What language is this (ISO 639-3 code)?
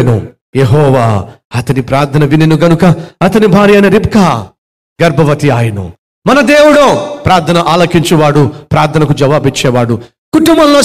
tel